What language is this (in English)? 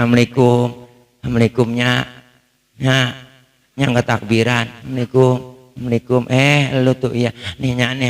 Betawi